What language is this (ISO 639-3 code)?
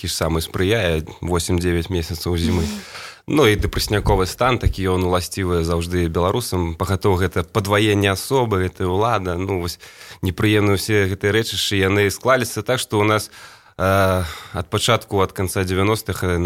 bel